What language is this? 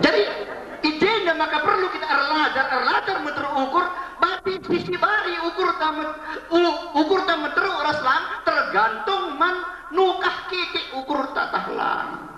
Batak Karo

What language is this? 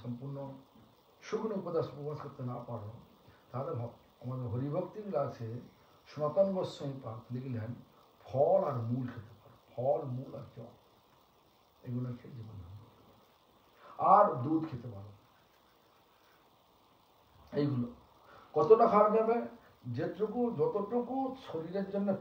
Bangla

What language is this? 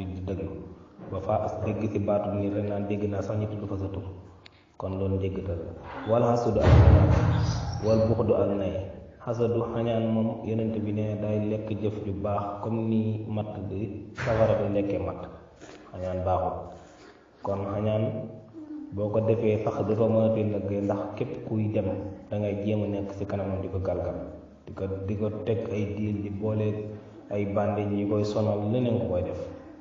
Wolof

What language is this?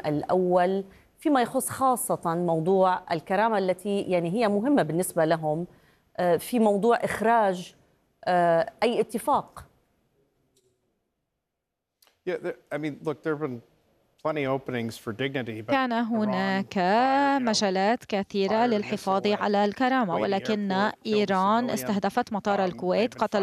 Arabic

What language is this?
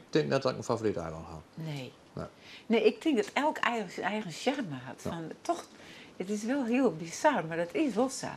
Western Frisian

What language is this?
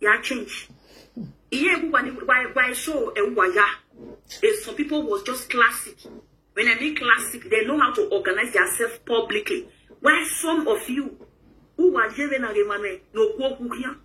Nigerian Pidgin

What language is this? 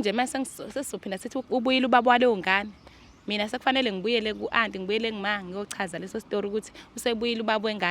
Zulu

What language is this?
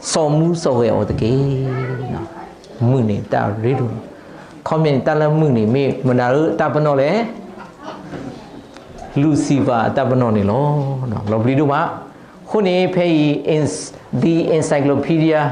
S'gaw Karen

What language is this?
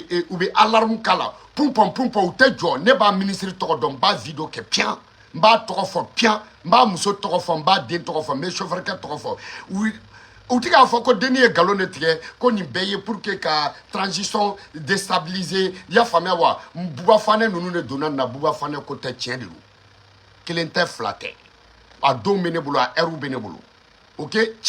Bambara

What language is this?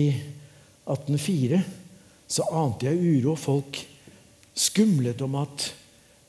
Norwegian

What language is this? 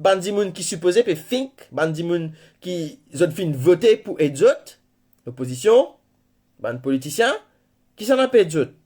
Morisyen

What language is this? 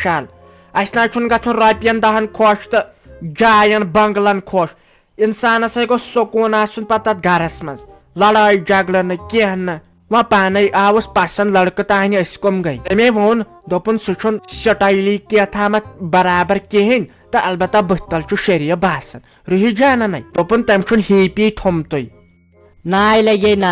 Kashmiri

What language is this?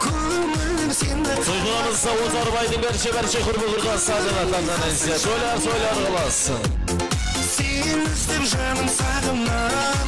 Kara-Kalpak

